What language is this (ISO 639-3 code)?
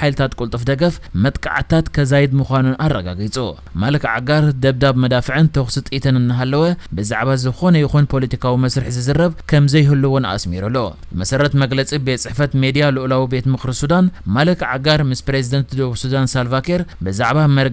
tir